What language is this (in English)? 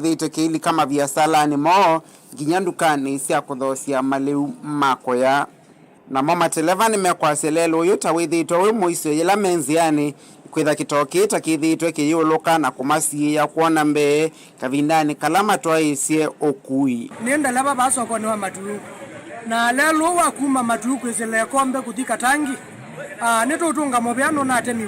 Kamba